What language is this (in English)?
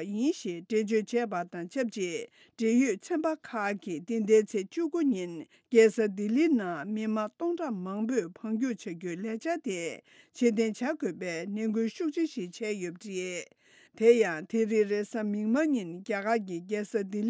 Tibetan